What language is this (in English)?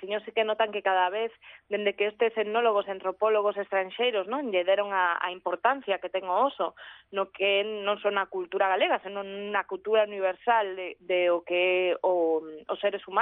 Galician